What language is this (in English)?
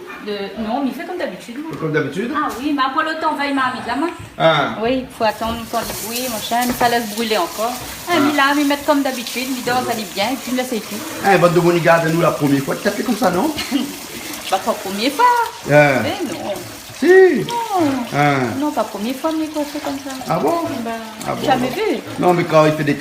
Réunion Creole French